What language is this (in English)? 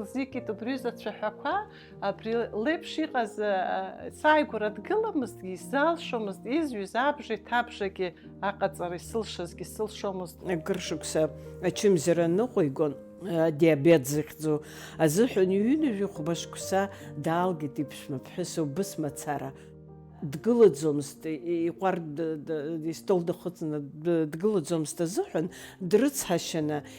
Abkhazian